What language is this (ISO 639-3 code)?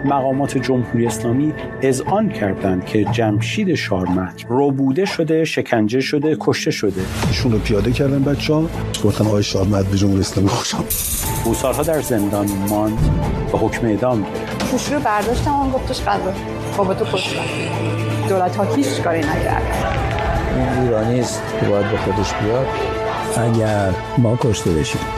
fas